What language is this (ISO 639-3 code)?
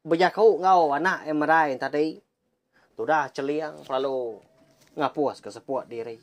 iba